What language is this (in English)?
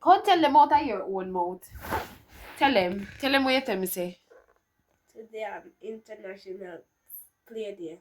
Jamaican Creole English